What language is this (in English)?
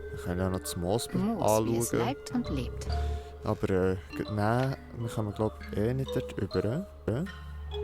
Swiss German